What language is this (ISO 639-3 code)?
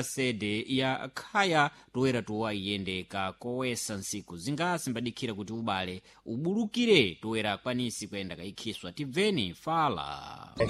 seh